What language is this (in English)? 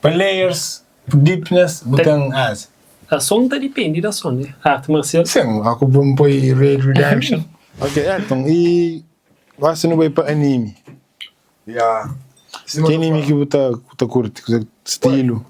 Kabuverdianu